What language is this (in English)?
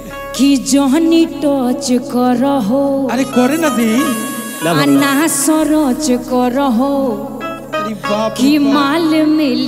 Bhojpuri